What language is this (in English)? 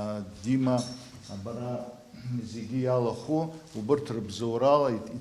Abkhazian